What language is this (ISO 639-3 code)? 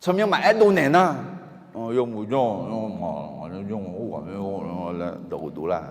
ahk